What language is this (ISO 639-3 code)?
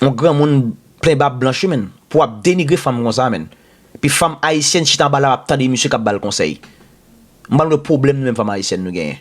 hat